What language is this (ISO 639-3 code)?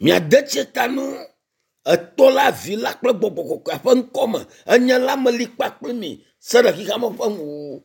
ewe